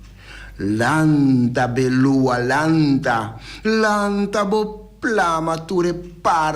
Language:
Papiamento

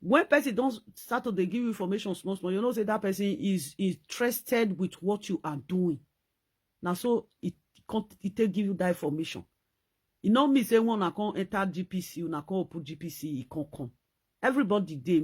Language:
Nigerian Pidgin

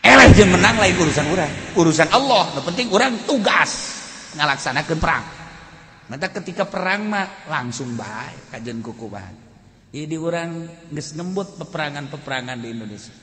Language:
Sundanese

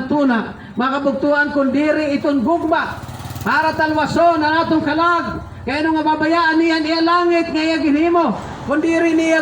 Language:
Waray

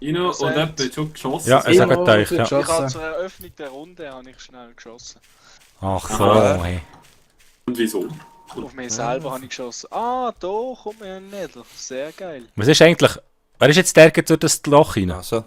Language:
Swiss German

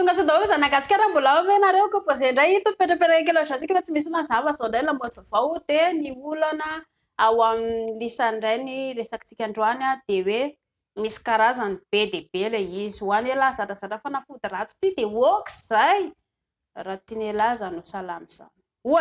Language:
Malagasy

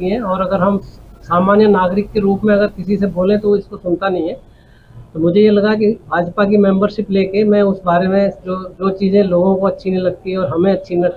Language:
Hindi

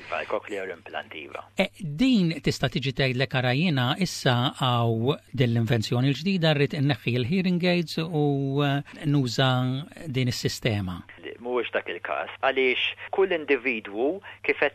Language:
Maltese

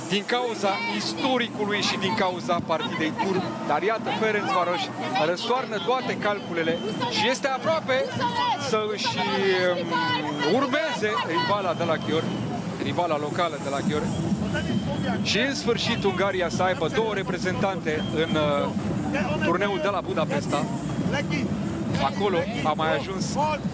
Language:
Romanian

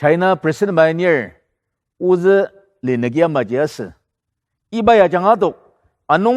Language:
Ao Naga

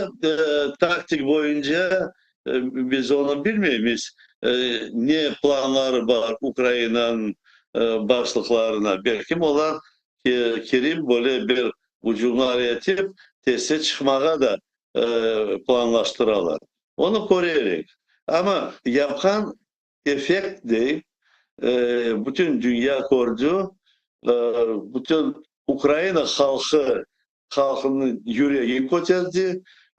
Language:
Crimean Tatar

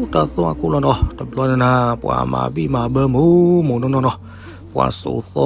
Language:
S'gaw Karen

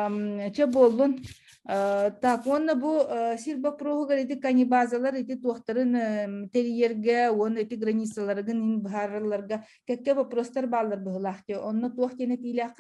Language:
Yakut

